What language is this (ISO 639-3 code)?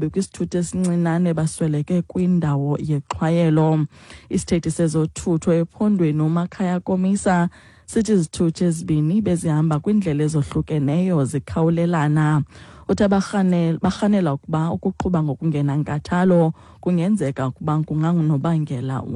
xho